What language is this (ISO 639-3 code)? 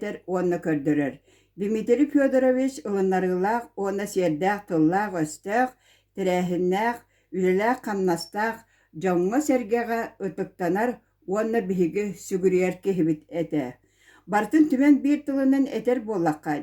sah